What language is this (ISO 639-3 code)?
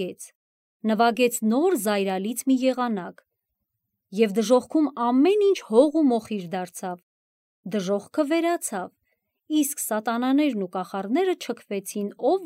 hye